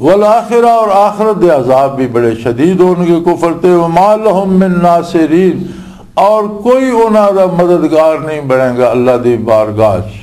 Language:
Western Panjabi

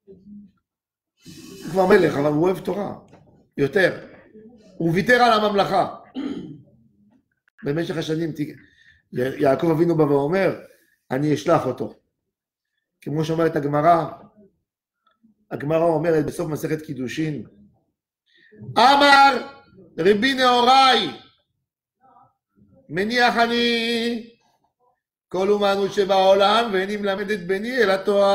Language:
Hebrew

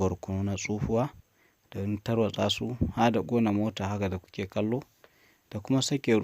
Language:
Hausa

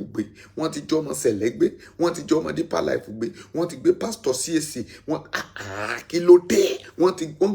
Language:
Yoruba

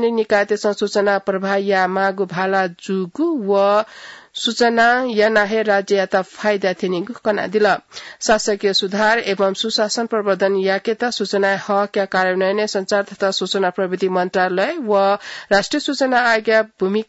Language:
Newari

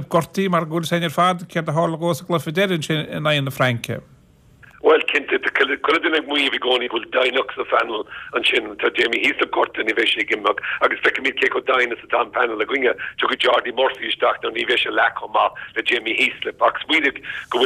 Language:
Irish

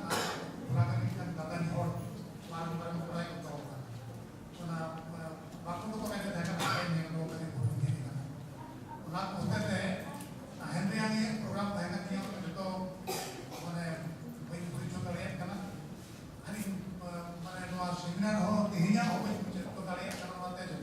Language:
Santali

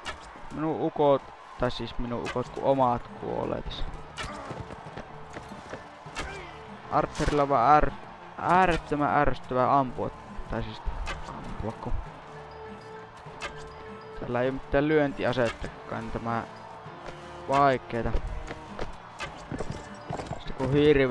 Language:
Finnish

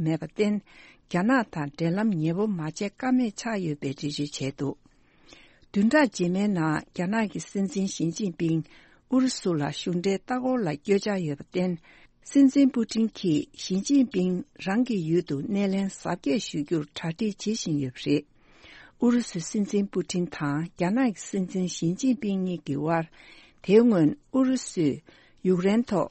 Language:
Tibetan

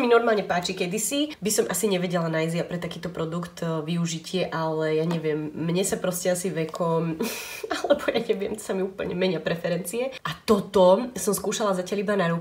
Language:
Slovak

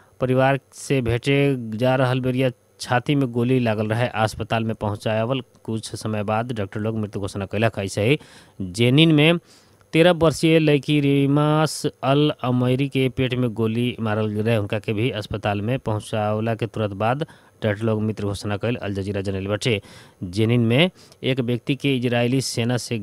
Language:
Bhojpuri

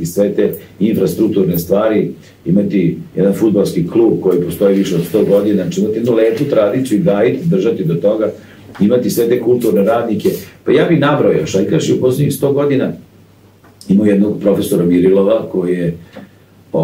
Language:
Serbian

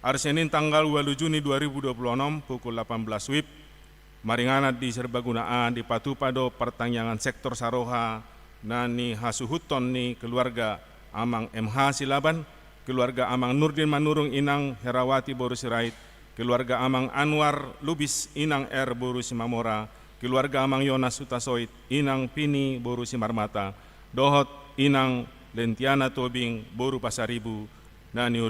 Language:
Batak Toba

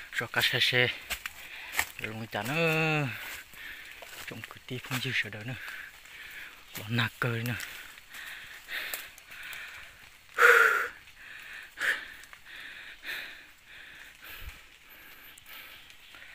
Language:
Vietnamese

